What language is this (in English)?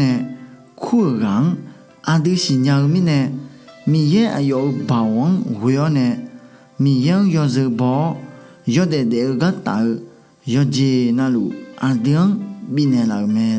Akha